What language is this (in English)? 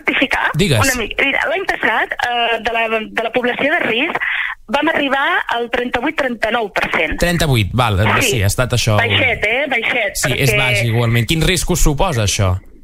Catalan